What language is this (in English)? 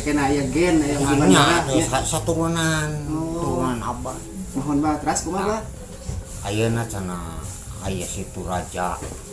Sundanese